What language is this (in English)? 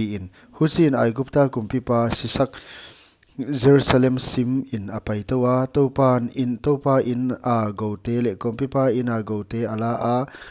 Paite Chin